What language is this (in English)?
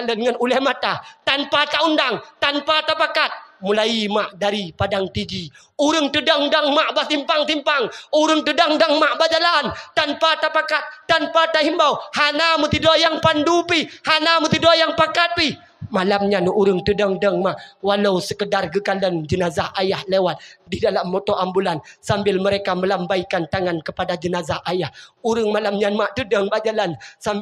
Achinese